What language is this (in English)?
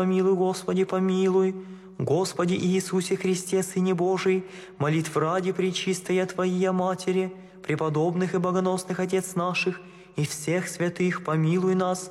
Russian